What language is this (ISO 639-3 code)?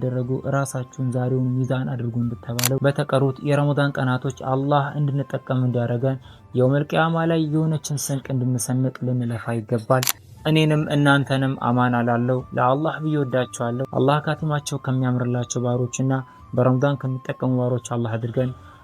amh